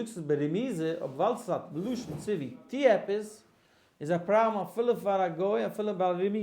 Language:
Yiddish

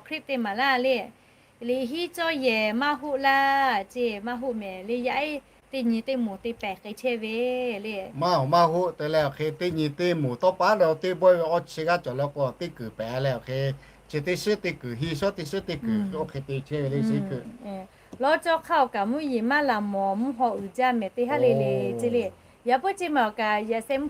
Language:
Lahu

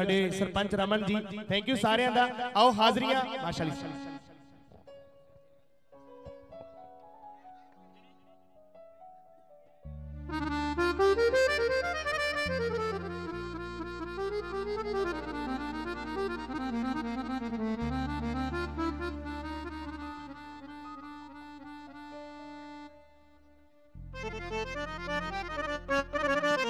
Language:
Punjabi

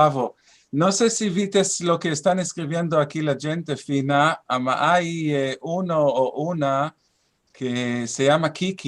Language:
Ladino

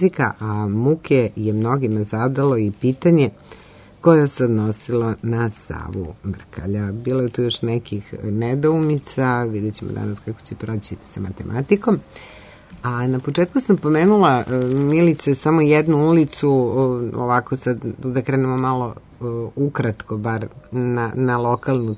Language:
Serbian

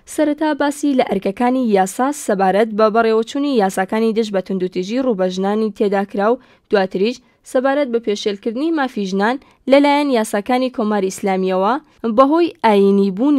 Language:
Central Kurdish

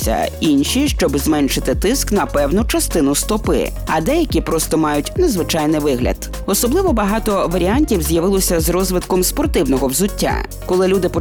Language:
Ukrainian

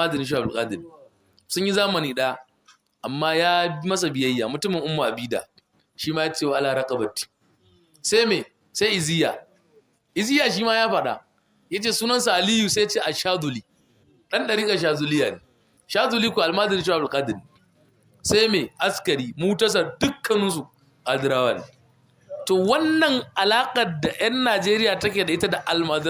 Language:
Hausa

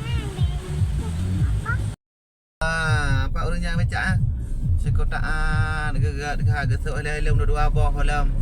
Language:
Achinese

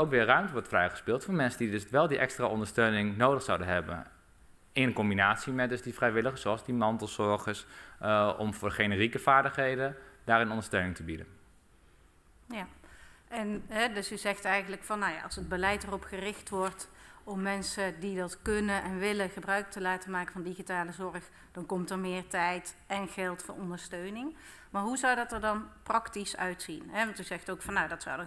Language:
Dutch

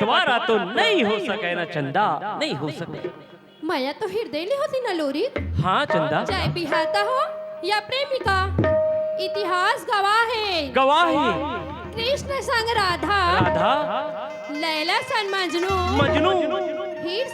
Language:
Chhattisgarhi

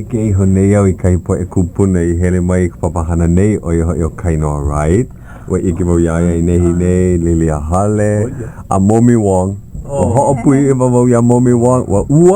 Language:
Hawaiian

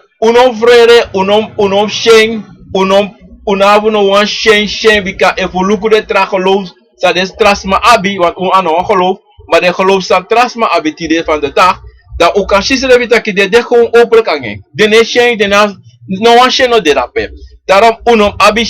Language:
Sranan Tongo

